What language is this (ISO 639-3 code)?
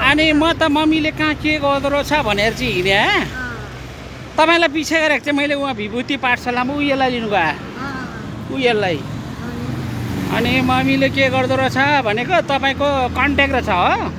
nep